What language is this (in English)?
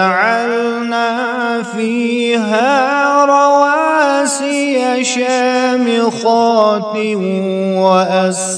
Kashmiri